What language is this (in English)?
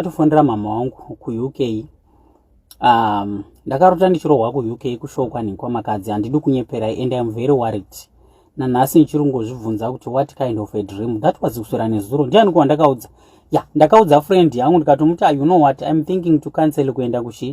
Shona